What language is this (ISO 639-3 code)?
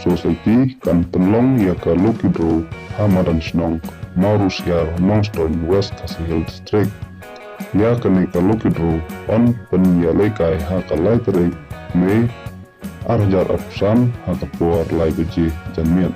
kha